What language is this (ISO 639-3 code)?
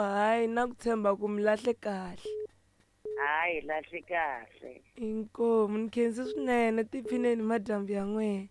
tso